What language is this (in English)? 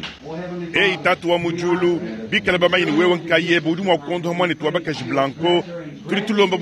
Luba-Lulua